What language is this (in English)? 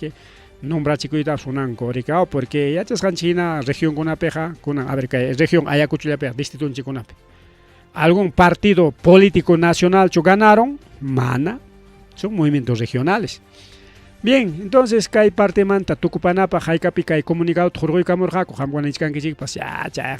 Ayacucho Quechua